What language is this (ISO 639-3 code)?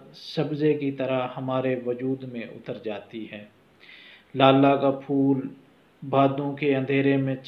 urd